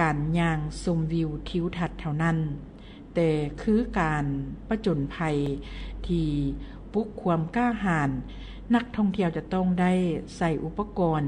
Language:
Lao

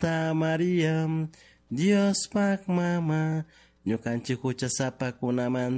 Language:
Chimborazo Highland Quichua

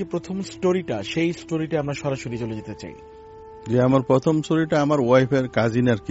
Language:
Bangla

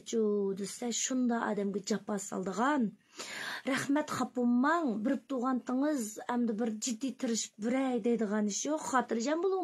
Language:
Uyghur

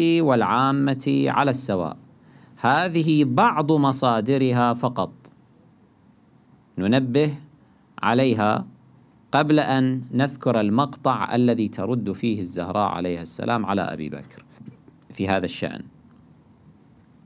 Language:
Arabic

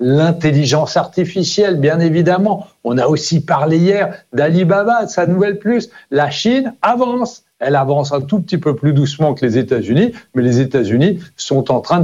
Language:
French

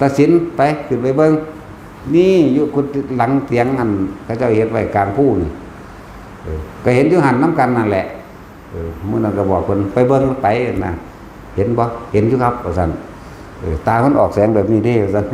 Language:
Lao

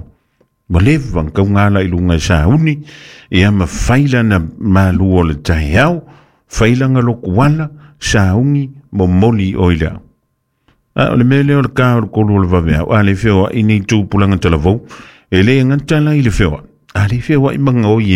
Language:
Samoan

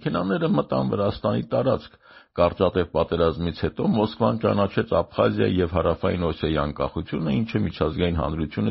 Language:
Armenian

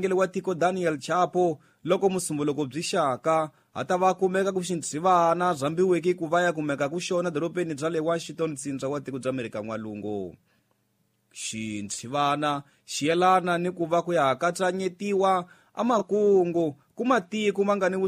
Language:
Tsonga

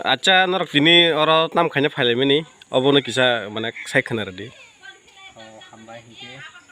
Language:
Kok Borok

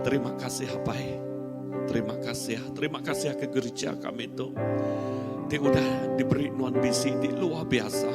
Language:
Iban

